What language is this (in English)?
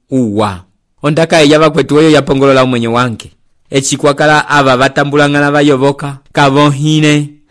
Umbundu